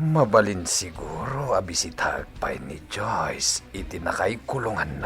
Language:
Iloko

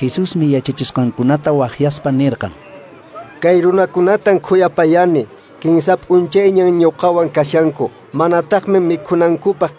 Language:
Quechua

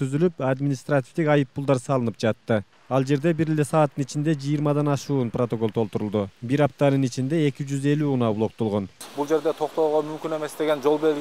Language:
Kyrgyz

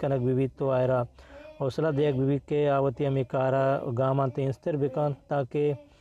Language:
Eastern Balochi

